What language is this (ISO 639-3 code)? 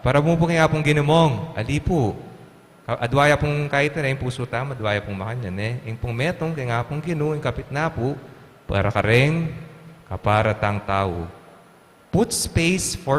pam